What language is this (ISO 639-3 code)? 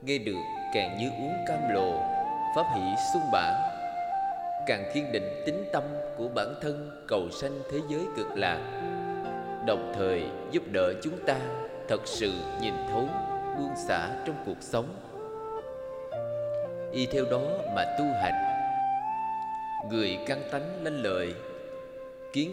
vie